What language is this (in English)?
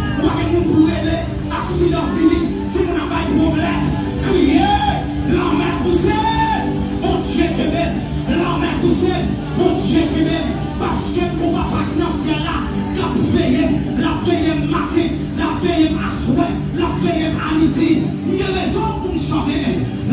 Haitian Creole